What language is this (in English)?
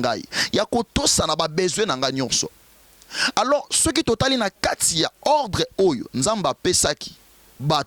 Lingala